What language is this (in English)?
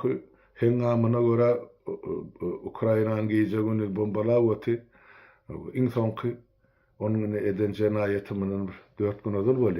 Turkmen